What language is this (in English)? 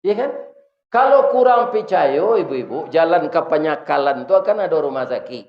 Minangkabau